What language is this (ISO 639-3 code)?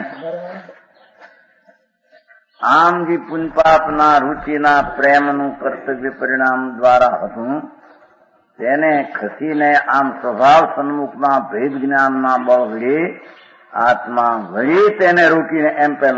guj